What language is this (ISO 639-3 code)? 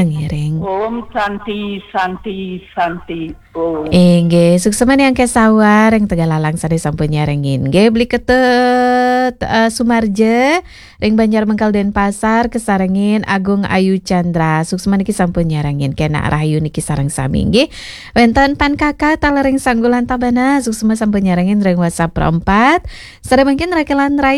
ban